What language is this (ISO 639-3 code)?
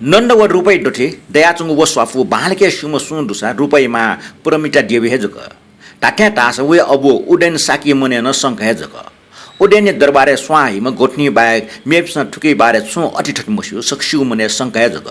new